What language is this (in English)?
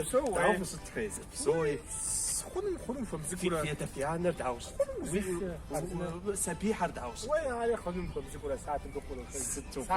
Kabardian